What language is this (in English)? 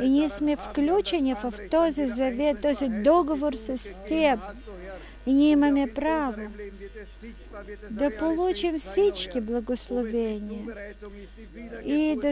Bulgarian